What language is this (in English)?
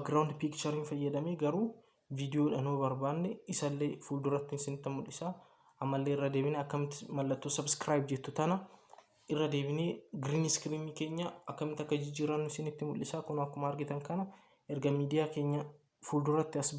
Oromo